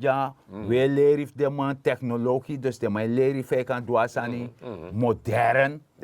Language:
Sranan Tongo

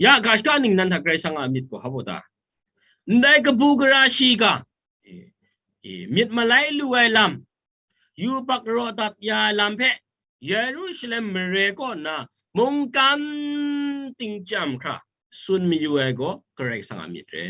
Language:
Kachin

